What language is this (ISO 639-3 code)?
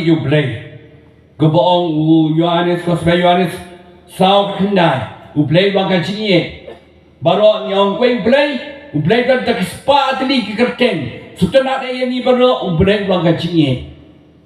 kha